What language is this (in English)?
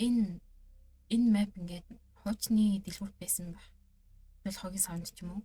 Mongolian